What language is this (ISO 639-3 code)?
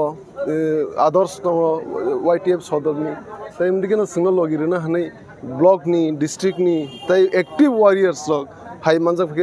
trp